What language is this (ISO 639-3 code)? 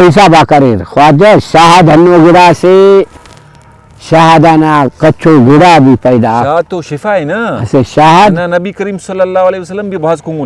brh